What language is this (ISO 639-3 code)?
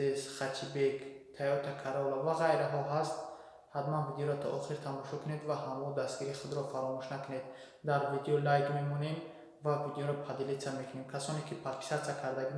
tgk